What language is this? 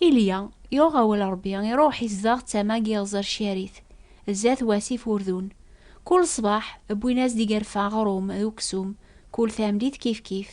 Kabyle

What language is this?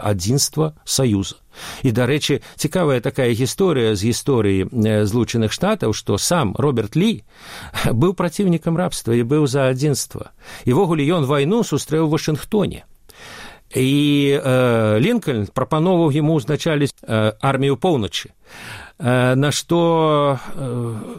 Belarusian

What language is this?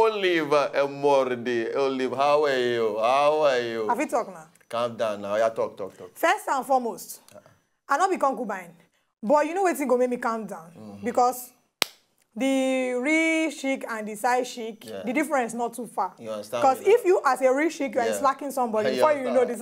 Nigerian Pidgin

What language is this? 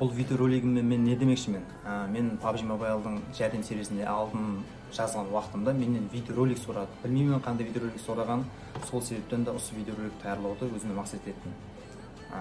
Kara-Kalpak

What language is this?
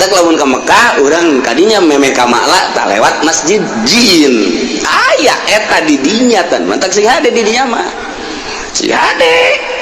Sundanese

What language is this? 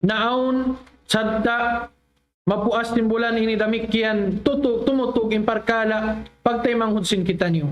Tausug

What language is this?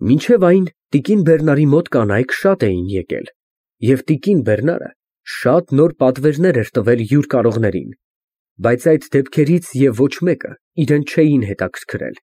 Armenian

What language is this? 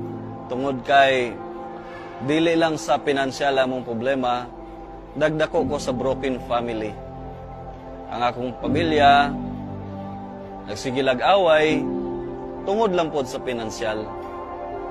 Cebuano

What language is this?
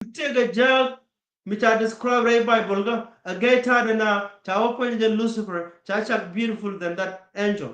Nuer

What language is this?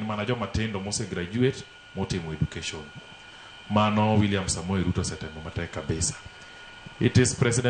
Luo (Kenya and Tanzania)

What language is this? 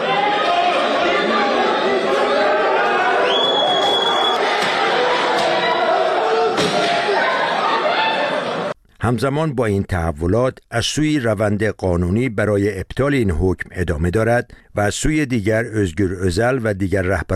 Persian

